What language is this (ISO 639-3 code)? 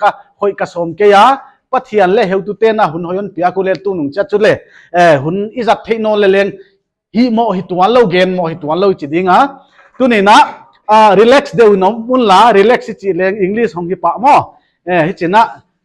pck